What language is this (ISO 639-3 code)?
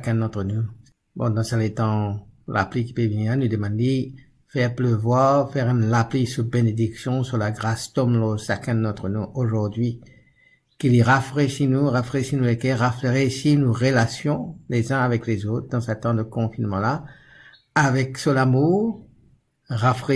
mfe